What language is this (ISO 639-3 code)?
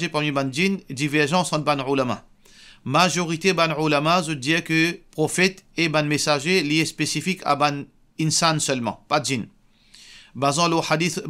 mfe